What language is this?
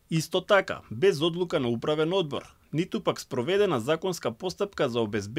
Macedonian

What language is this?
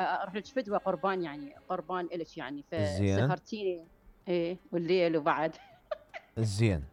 Mesopotamian Arabic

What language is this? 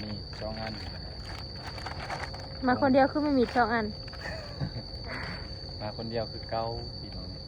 Lao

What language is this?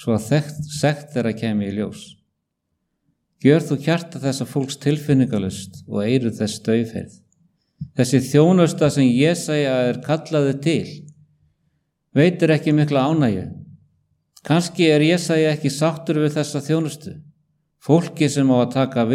Icelandic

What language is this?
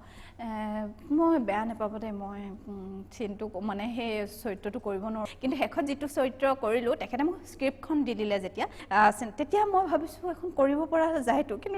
Assamese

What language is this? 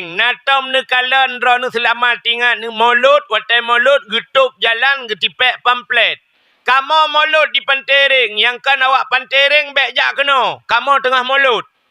Achinese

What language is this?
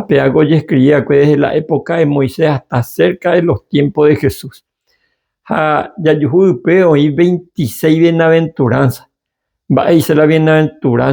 Guarani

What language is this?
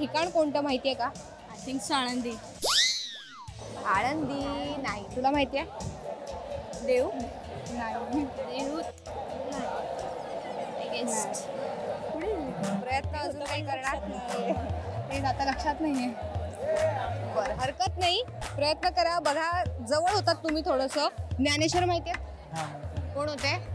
Marathi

